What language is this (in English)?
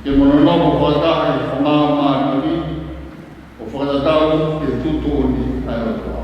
Tongan